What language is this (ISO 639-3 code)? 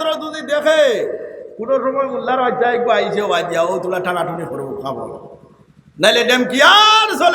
syl